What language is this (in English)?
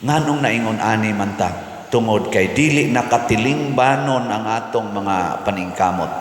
Cebuano